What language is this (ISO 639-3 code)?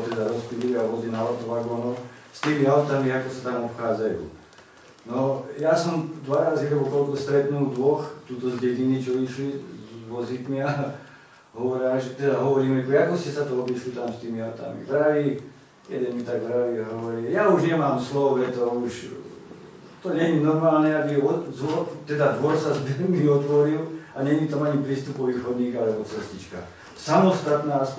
slk